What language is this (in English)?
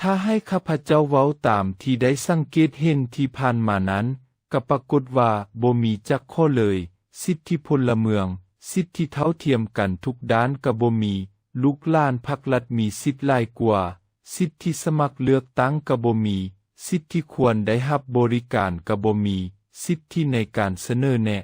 Lao